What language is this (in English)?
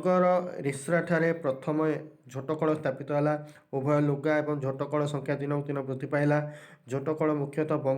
Odia